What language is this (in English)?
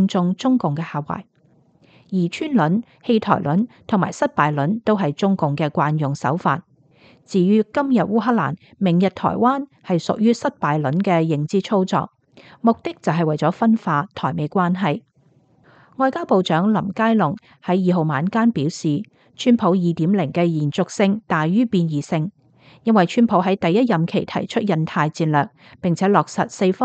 Cantonese